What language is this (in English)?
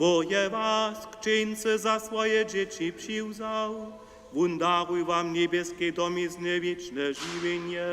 Upper Sorbian